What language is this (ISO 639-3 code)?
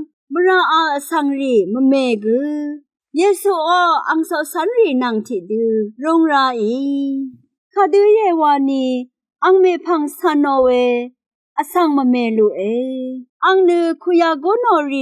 raw